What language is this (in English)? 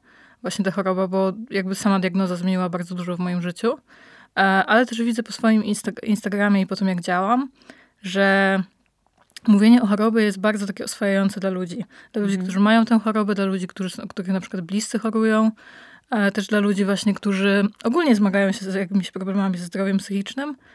Polish